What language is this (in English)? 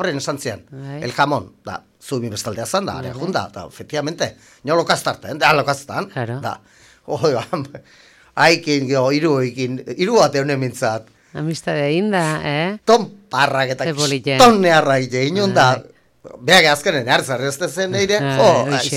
Basque